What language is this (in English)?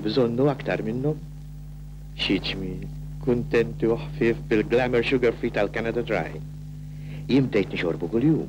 Maltese